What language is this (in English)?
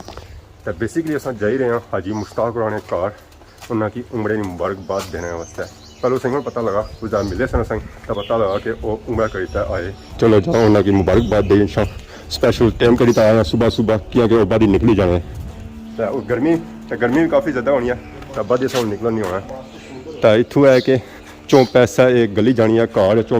Pahari-Potwari